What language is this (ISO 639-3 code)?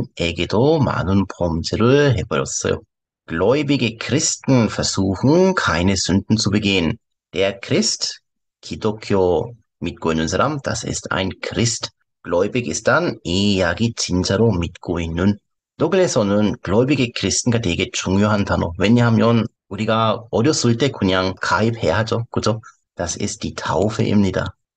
kor